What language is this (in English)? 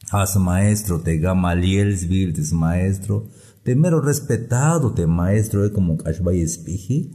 Tzeltal